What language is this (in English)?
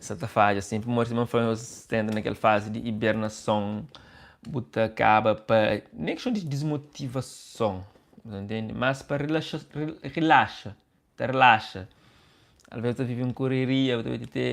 Kabuverdianu